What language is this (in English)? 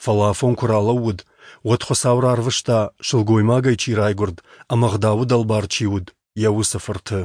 Ossetic